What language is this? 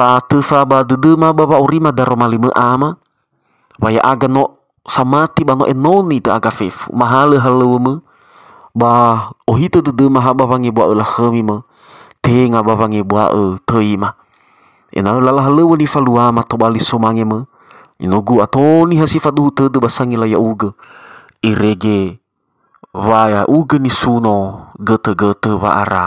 Nias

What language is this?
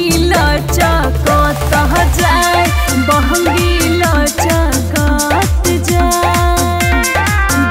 Bhojpuri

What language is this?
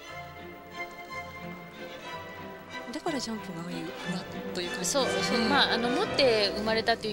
Japanese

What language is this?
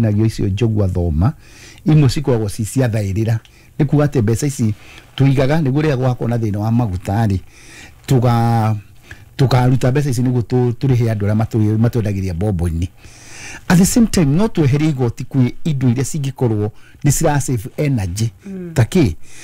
Kikuyu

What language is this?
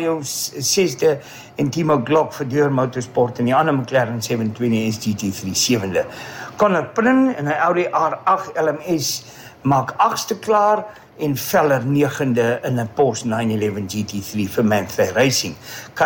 Afrikaans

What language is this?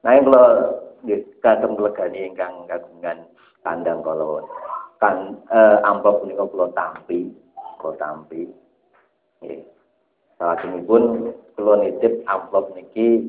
Javanese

